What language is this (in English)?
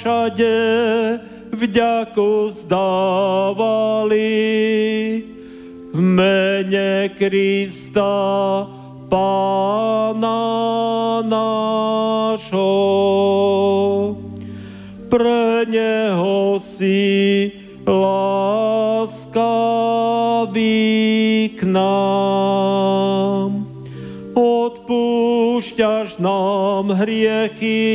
Slovak